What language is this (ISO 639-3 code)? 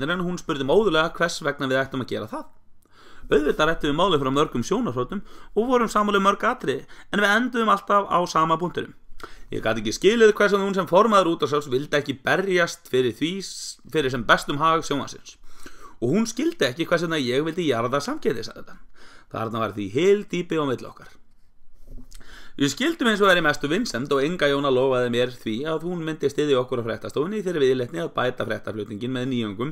isl